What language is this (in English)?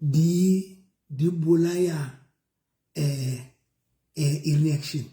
Southern Sotho